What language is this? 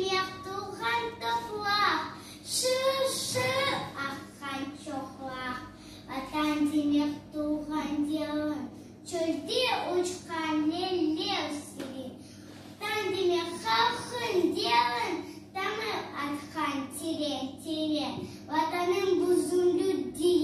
Crimean Tatar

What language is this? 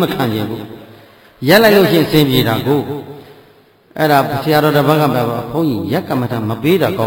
Burmese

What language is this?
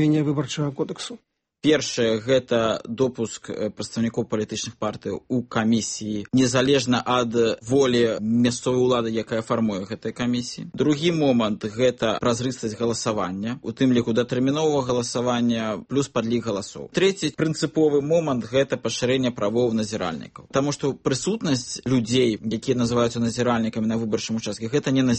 Belarusian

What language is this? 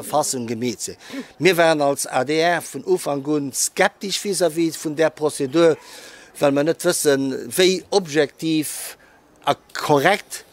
Luxembourgish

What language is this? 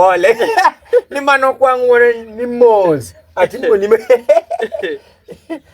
Luo (Kenya and Tanzania)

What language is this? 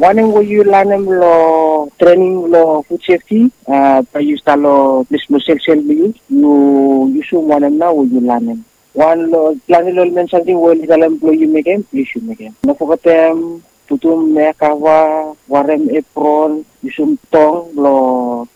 Bislama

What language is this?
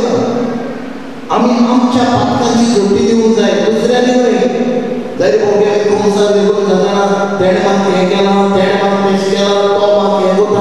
Konkani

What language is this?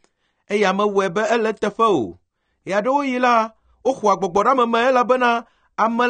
Ewe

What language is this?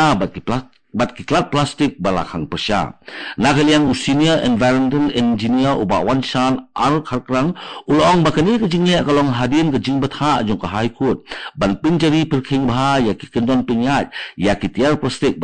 Khasi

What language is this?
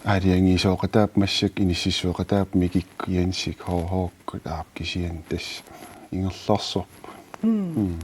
Kalaallisut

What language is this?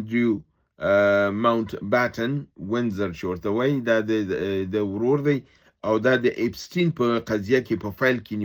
Pashto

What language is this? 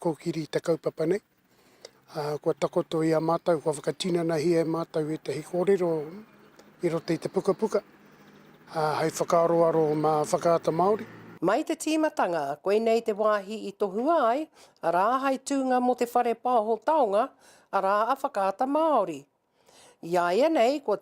Māori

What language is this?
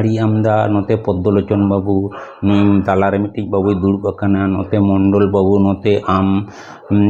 Santali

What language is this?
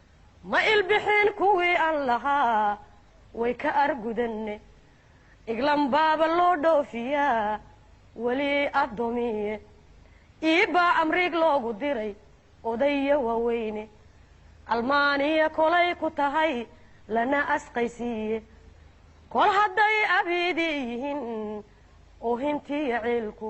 Somali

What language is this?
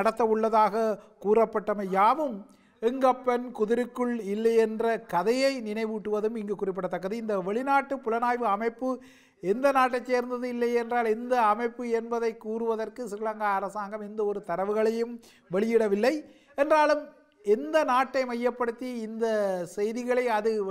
Tamil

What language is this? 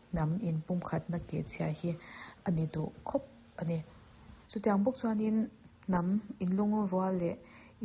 Mizo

